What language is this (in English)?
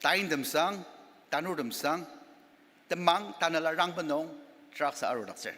Ao Naga